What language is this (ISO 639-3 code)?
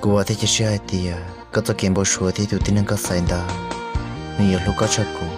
hmn